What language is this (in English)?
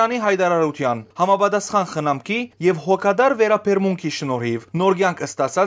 Western Armenian